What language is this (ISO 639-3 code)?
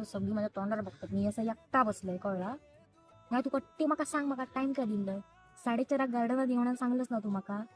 kok